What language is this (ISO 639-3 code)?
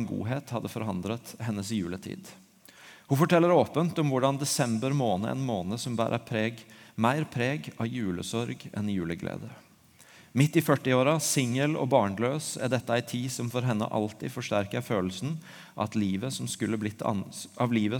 nor